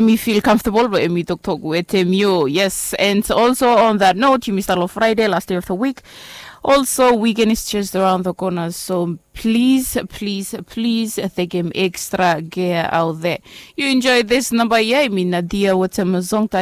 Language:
Bislama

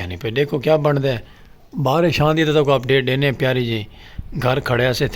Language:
Saraiki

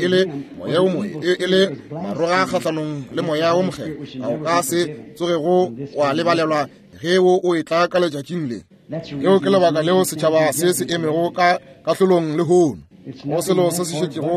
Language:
Northern Sotho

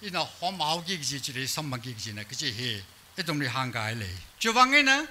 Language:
Tangkhul Naga (India)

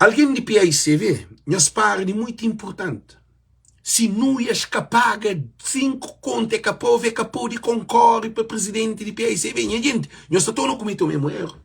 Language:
Kabuverdianu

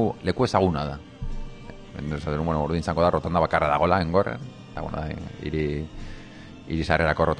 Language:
Basque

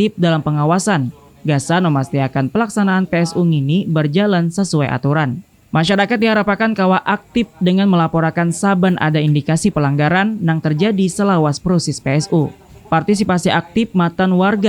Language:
Banjar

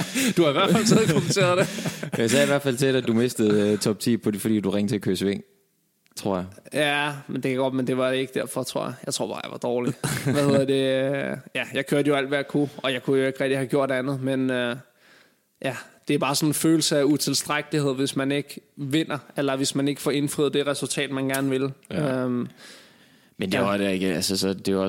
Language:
Danish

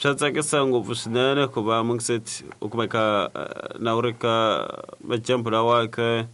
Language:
Tsonga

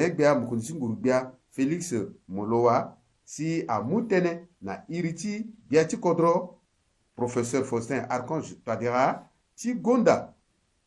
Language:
Sango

